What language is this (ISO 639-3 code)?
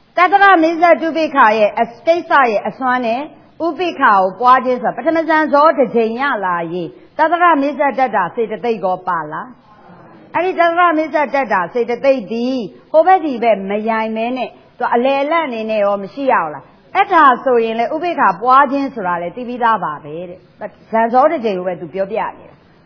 mya